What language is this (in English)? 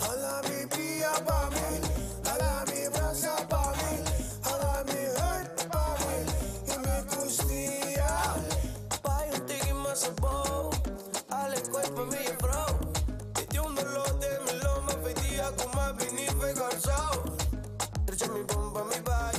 Papiamento